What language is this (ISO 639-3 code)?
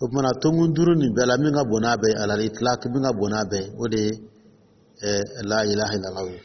dyu